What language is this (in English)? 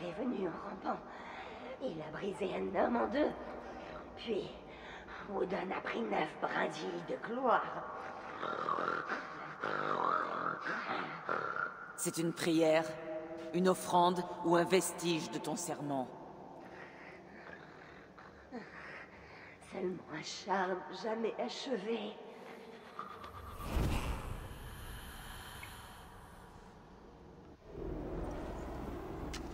French